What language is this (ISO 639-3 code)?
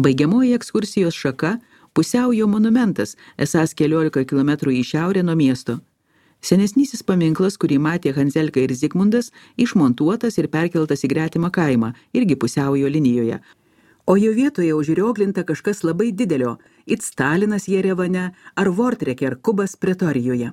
lit